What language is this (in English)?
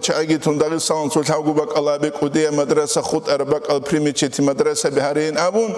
Avaric